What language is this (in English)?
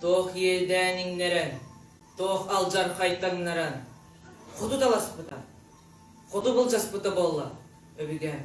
Yakut